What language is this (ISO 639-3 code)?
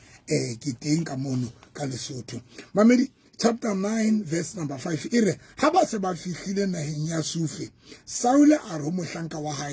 sot